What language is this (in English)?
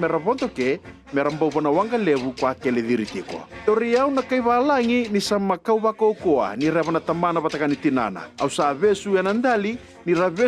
Fijian